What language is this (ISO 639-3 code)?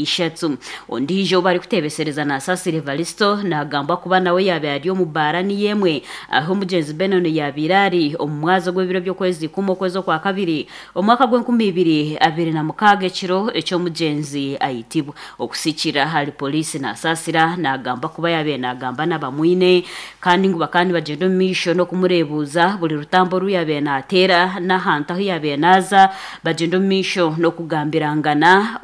nyn